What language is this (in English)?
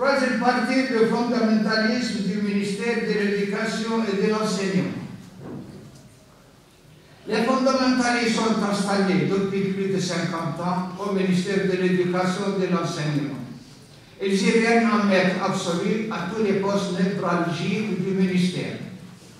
French